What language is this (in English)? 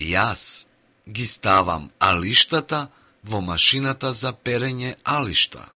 Macedonian